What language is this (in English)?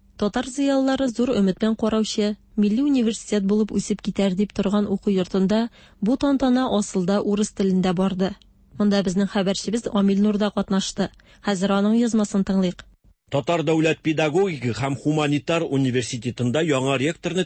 Tatar